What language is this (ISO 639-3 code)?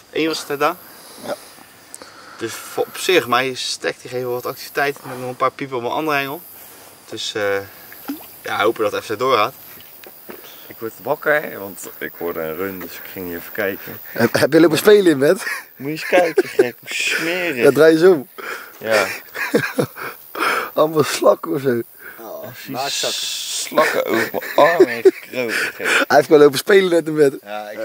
nld